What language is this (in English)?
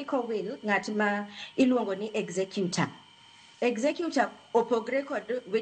Luo (Kenya and Tanzania)